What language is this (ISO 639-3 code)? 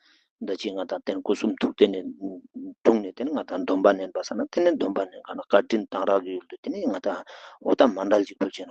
bod